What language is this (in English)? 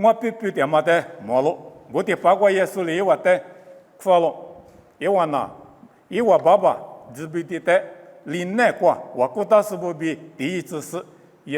Lisu